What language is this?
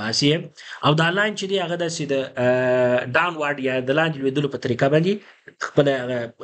Pashto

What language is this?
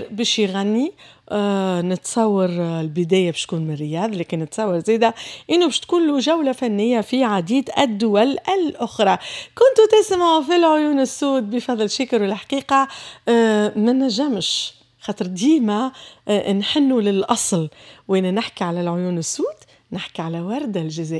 Tunisian Arabic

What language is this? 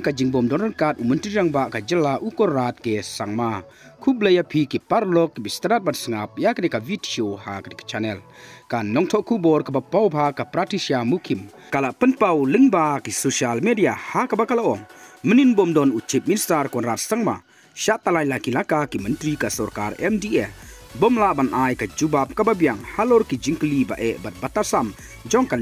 Khasi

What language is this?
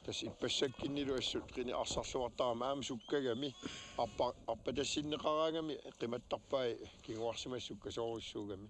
Kalaallisut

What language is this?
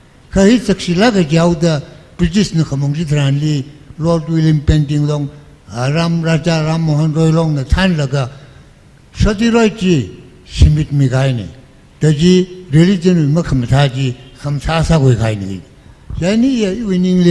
Tangkhul Naga (India)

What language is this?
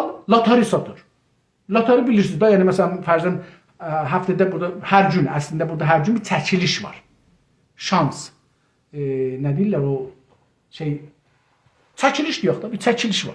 South Azerbaijani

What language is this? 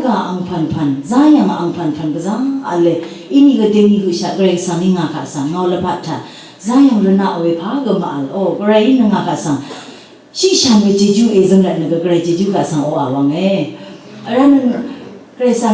Rawang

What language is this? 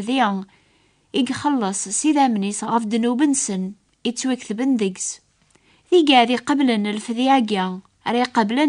Kabyle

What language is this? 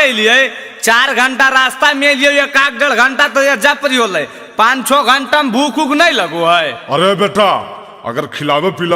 Magahi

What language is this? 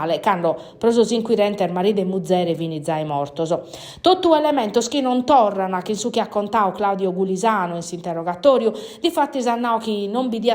Sardinian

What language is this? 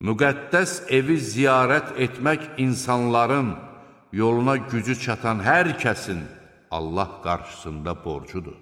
Azerbaijani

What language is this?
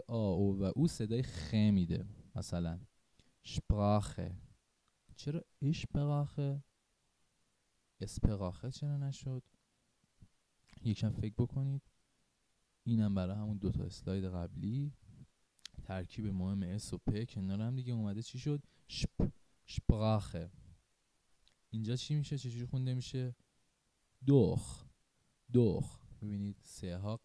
Persian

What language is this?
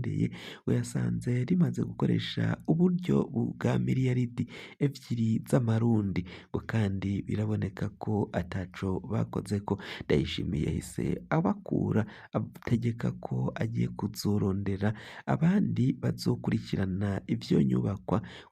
Rundi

